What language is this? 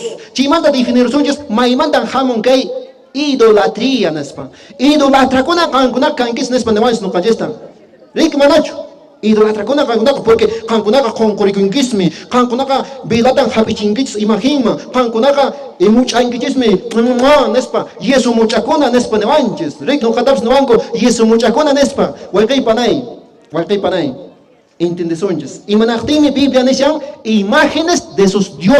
Quechua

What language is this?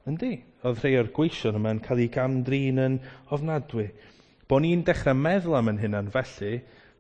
Welsh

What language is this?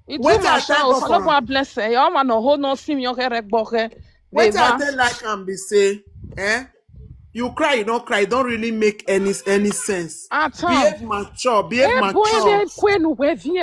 Nigerian Pidgin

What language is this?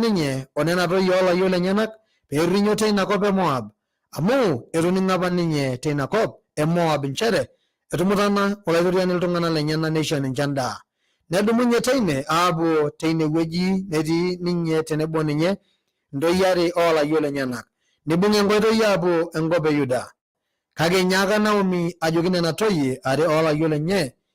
Masai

